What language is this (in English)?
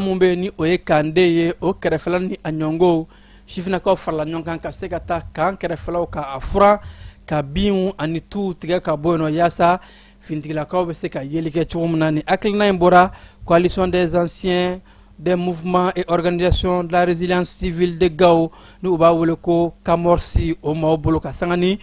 Bambara